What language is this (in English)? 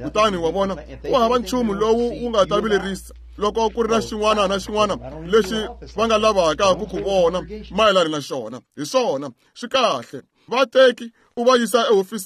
Tsonga